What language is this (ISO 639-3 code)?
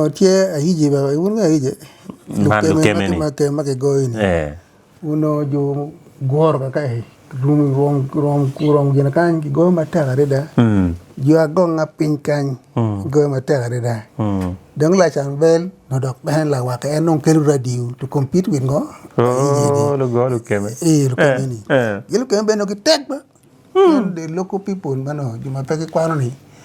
ach